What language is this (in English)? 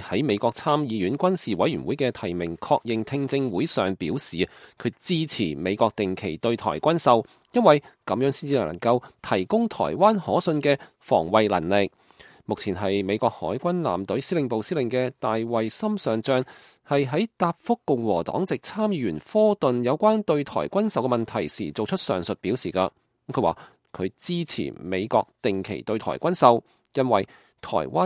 Cantonese